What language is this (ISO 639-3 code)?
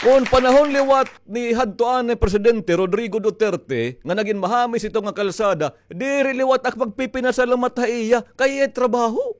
war